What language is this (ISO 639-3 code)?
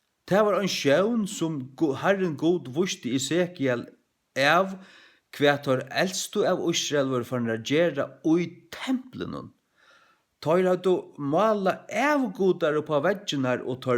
fao